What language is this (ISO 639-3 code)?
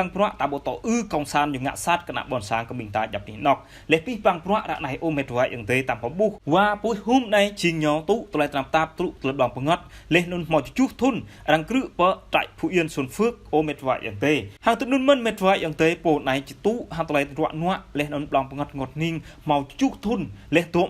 jra